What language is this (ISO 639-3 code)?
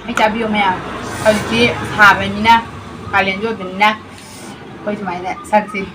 mni